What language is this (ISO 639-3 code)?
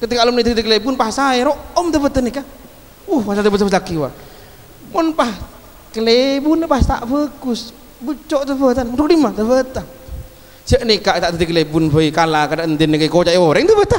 mad